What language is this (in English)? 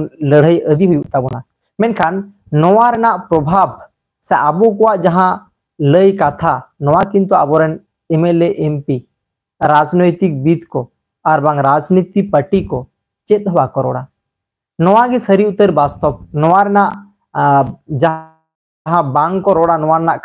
Santali